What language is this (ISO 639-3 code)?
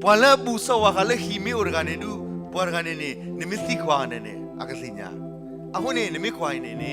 ksw